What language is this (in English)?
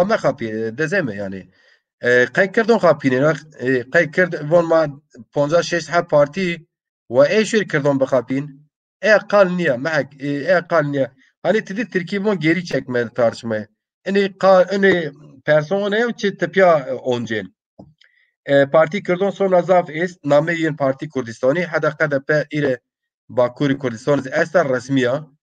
Zaza